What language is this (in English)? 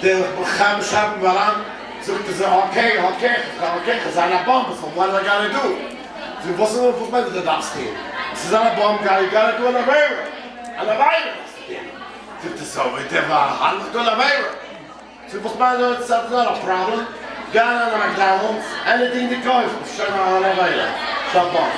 Yiddish